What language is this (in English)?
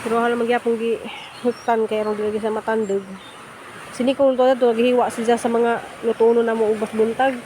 Cebuano